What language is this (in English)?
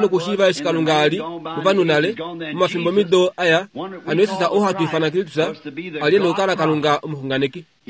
Kuanyama